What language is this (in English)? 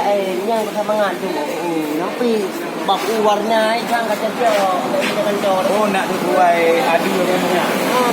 Achinese